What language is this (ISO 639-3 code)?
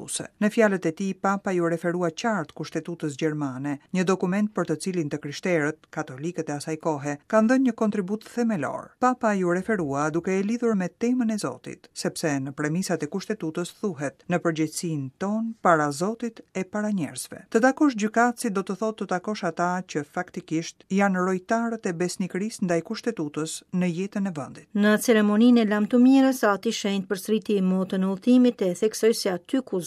sqi